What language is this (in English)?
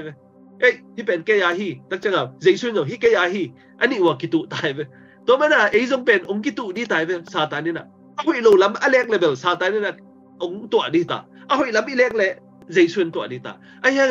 Tedim Chin